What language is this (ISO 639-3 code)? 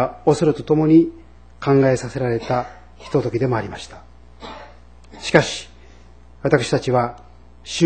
jpn